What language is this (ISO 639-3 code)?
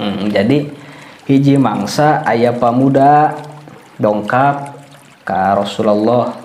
sun